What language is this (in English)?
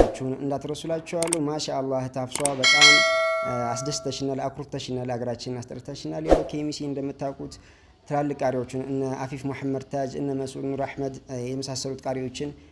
Amharic